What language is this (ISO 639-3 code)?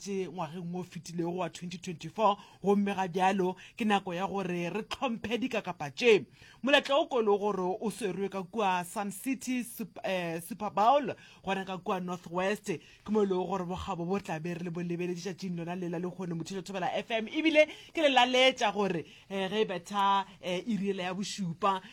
nso